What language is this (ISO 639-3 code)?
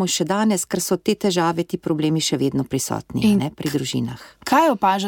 slv